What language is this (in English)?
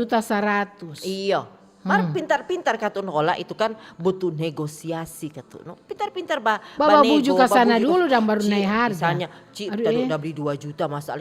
Manado Malay